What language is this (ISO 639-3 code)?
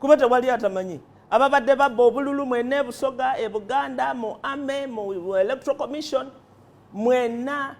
lug